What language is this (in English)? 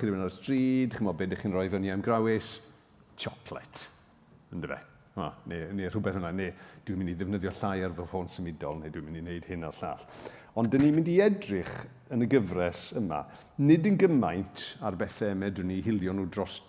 Welsh